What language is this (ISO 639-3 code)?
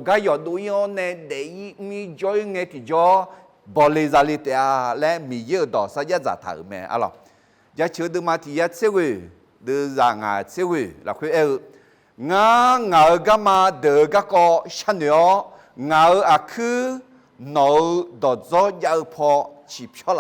ahk